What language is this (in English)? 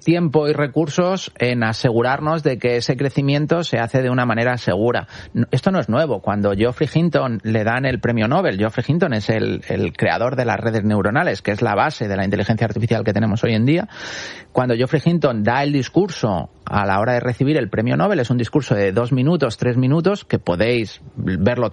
Spanish